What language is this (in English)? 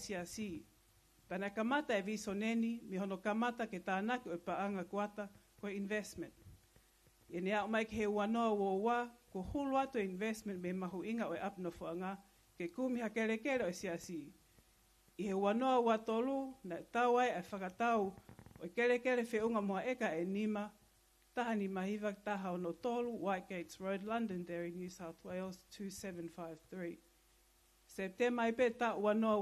Tongan